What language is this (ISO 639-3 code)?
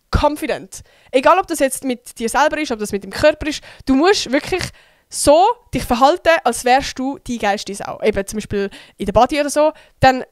gsw